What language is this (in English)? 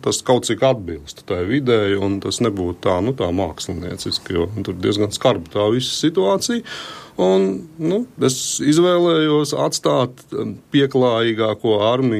Latvian